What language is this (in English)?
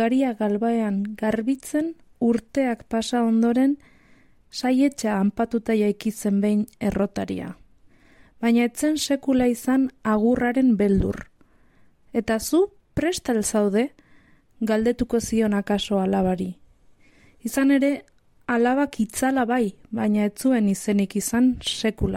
Basque